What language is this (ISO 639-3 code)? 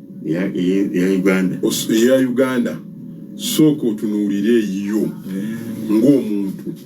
lug